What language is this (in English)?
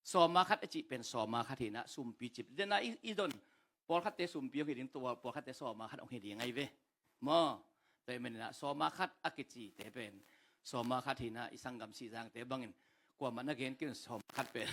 Tedim Chin